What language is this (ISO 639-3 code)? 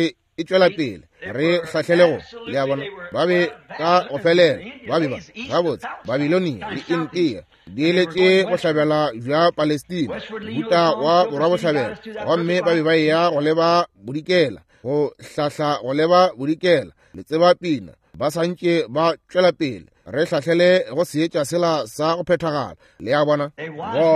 nso